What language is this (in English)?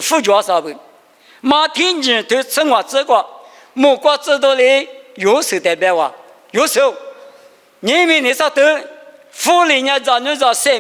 Lisu